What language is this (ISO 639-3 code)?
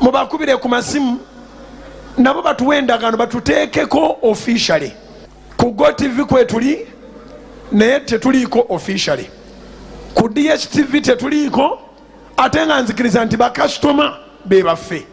lug